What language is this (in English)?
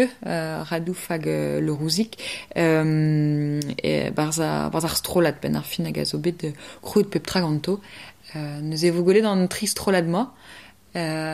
Breton